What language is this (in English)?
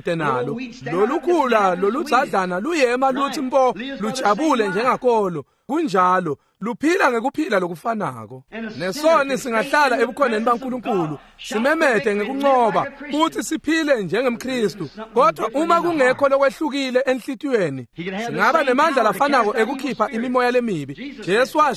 Swati